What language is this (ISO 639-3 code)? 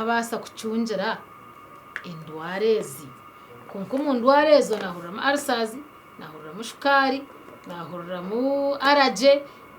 nyn